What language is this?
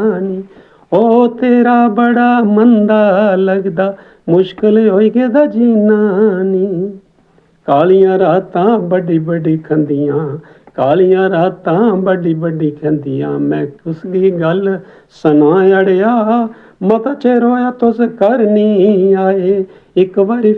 Dogri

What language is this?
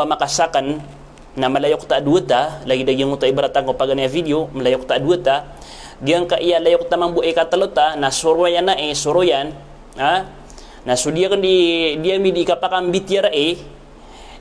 Maranao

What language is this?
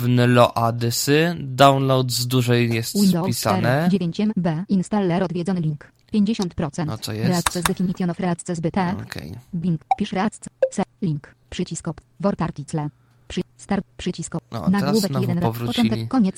Polish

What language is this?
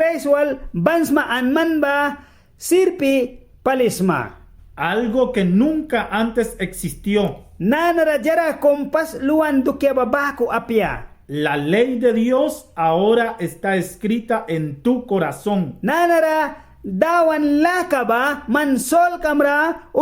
Mískito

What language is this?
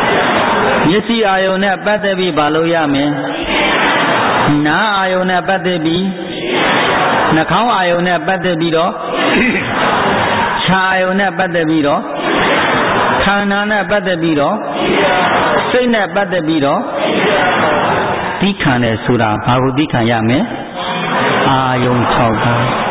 Burmese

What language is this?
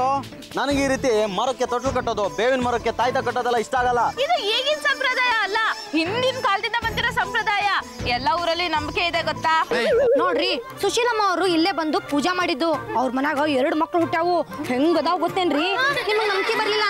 Kannada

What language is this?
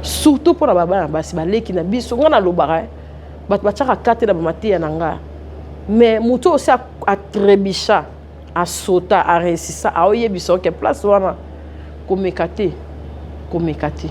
Lingala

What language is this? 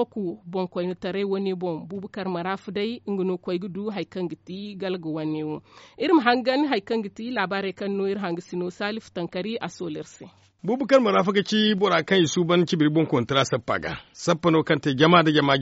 Zarma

